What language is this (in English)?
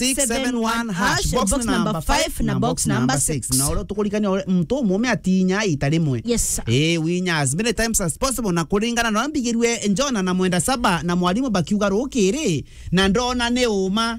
Meru